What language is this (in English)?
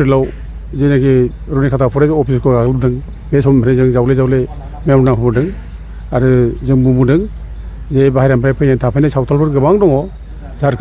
Bodo